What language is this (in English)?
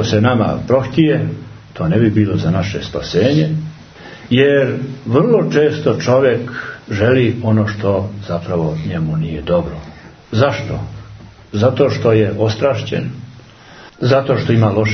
Serbian